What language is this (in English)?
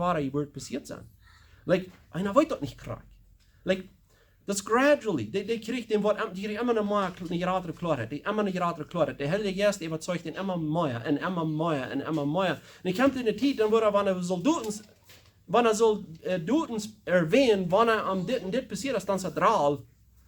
Plautdietsch